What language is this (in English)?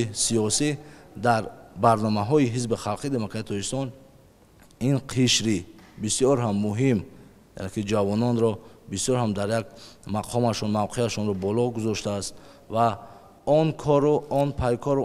Tajik